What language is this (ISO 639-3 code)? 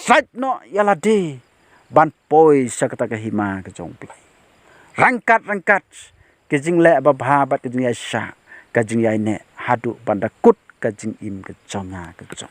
kha